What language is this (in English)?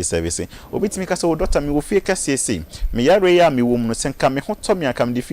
Akan